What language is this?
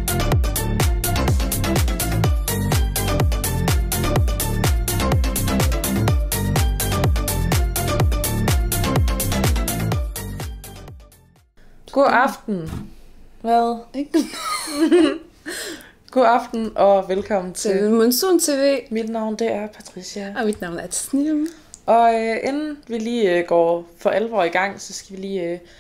Danish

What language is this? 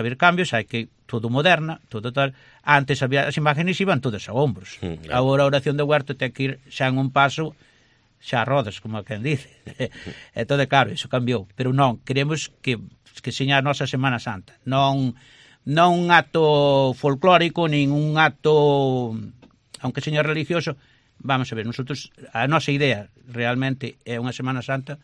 Galician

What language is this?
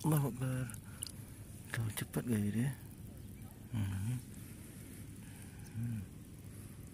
Malay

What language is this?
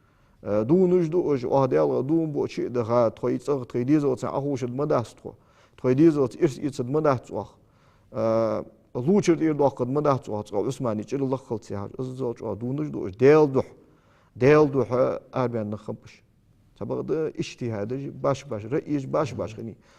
Ingush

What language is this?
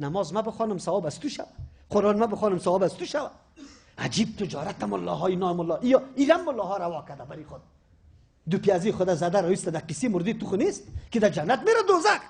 Persian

